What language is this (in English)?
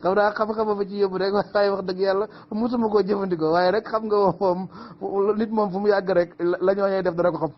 Wolof